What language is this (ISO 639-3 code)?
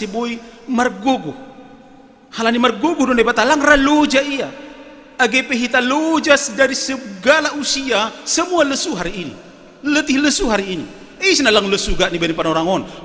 bts